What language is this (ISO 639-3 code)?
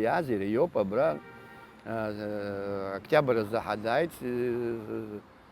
abk